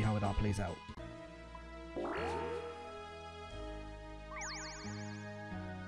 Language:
English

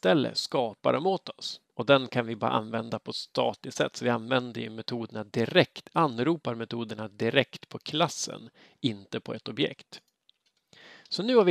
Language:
Swedish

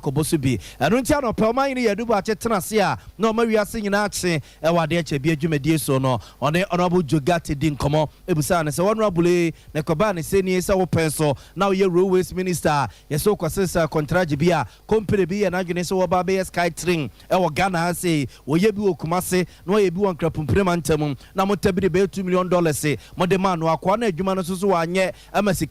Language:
Akan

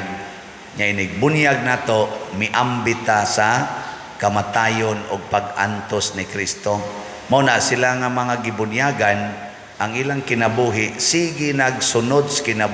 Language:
Cebuano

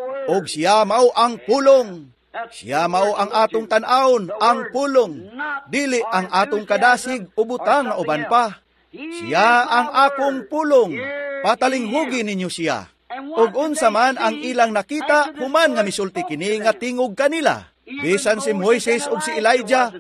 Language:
Cebuano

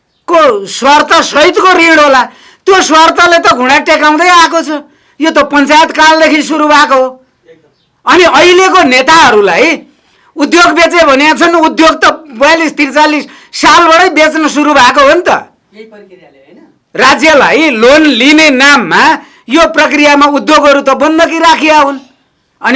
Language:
Nepali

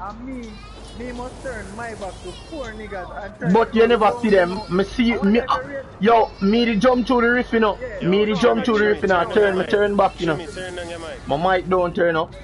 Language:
Jamaican Creole English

